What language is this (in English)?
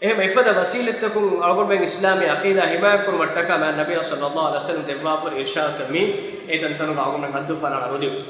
Divehi